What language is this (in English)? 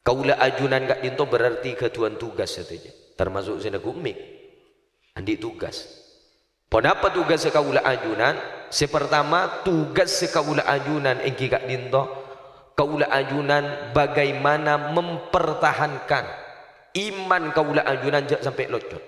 Madurese